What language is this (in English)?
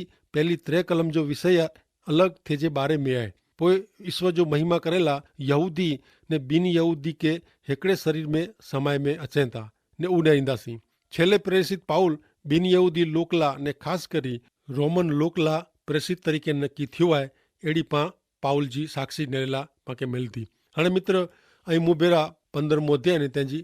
Kachhi